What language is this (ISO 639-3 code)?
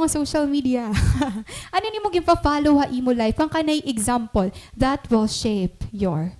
war